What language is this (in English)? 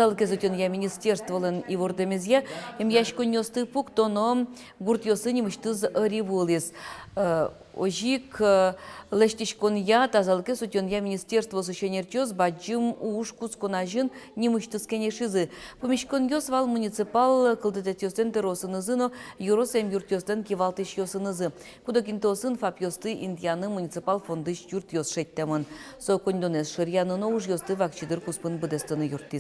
Udmurt